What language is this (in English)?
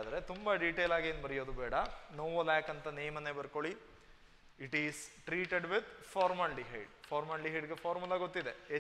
Kannada